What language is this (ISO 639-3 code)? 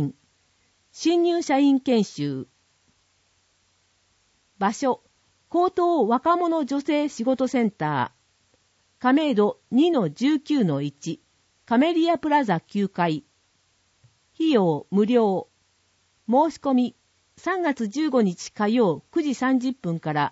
jpn